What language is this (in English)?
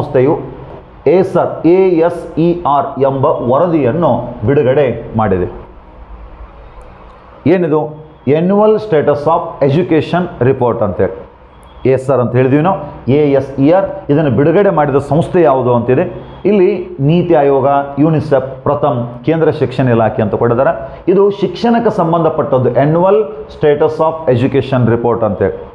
Kannada